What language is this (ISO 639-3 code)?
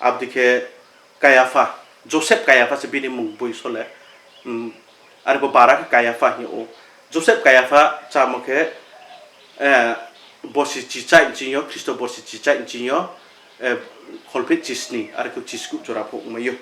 ria